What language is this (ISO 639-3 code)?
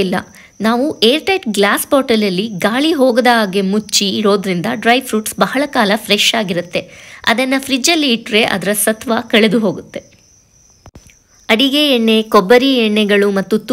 kan